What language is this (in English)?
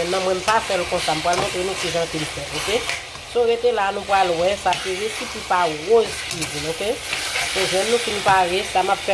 Haitian Creole